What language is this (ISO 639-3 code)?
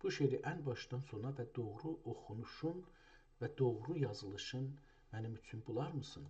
azb